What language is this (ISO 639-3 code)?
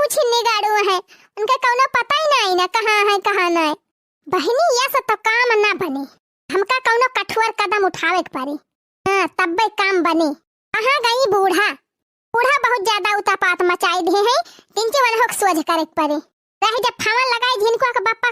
awa